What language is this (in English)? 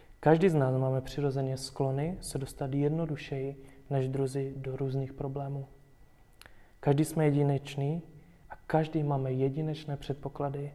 Czech